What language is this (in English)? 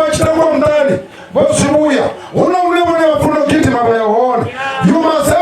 Venda